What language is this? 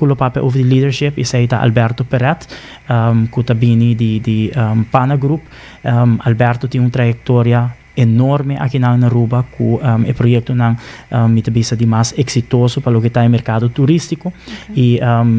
Papiamento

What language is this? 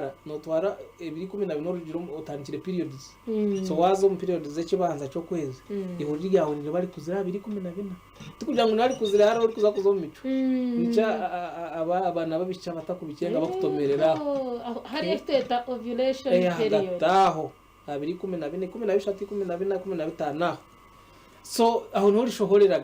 Nyankole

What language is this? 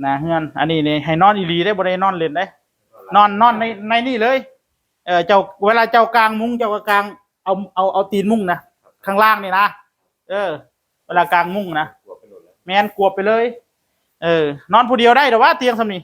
Northeastern Thai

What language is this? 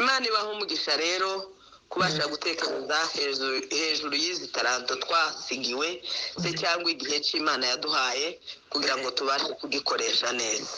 Kinyarwanda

